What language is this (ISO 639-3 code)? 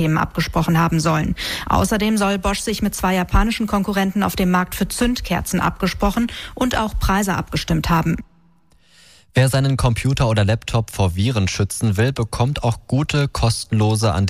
deu